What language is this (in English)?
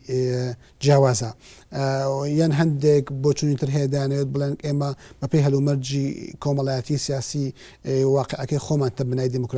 Central Kurdish